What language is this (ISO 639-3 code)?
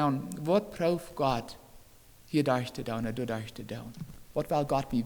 pdt